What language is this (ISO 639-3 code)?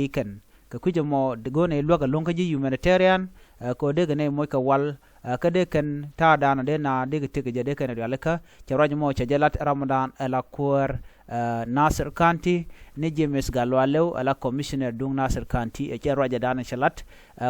nus